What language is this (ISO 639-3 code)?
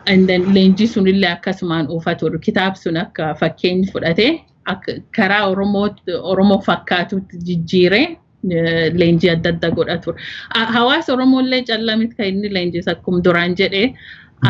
orm